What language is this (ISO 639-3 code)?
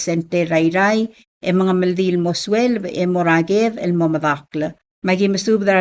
pau